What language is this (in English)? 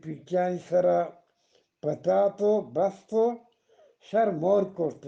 Eastern Balochi